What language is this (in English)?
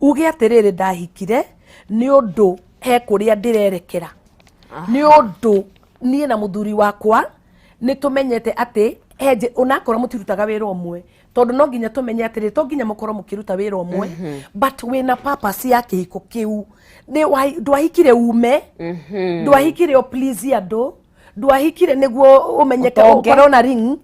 Kikuyu